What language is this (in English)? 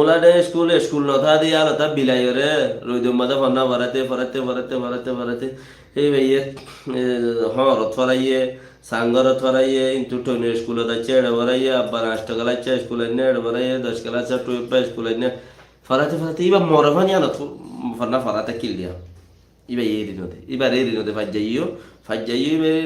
Rohingya